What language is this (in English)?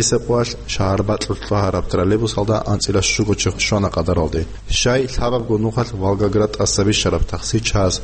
Avaric